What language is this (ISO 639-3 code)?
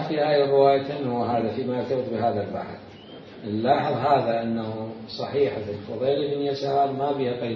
acm